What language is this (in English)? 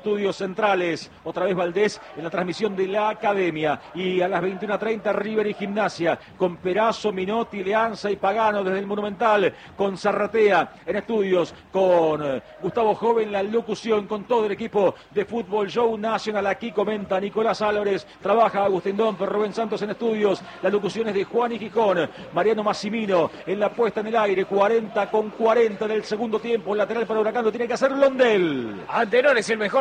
Spanish